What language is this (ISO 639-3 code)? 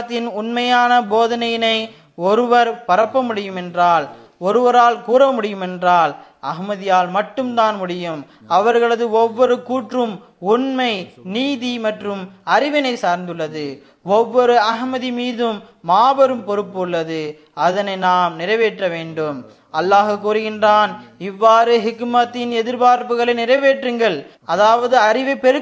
tam